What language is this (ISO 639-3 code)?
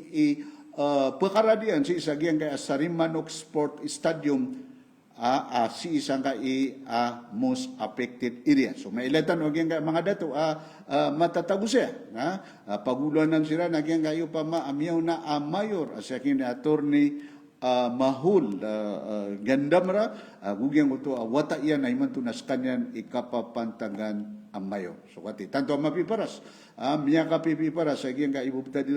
mrw